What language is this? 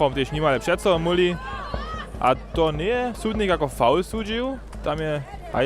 Upper Sorbian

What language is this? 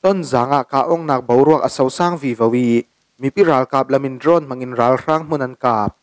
Falam Chin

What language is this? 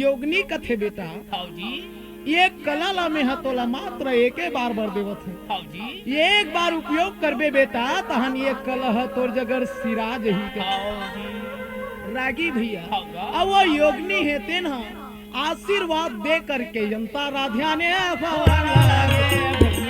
Chhattisgarhi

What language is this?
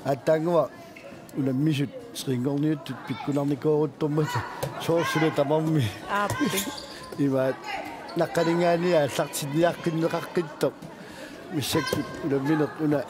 Kalaallisut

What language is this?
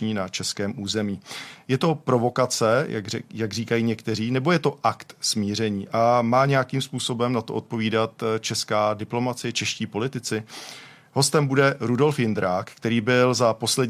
Czech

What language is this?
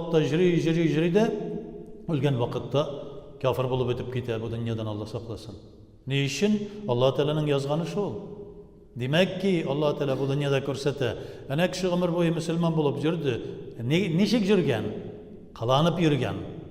Tatar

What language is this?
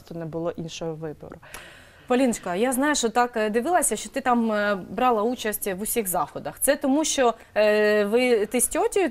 Ukrainian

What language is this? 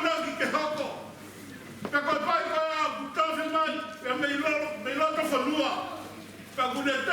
Tongan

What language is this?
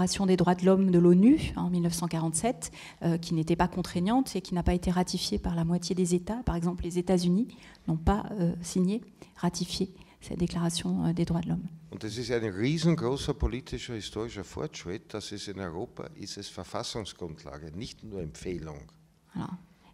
French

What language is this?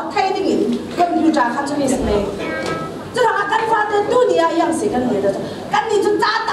Falam Chin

